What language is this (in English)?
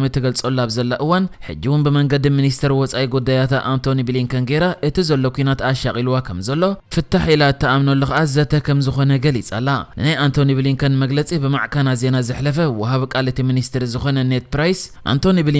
Tigrinya